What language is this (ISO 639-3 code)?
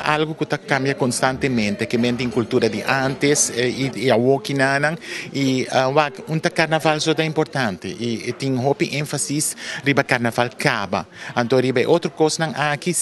pap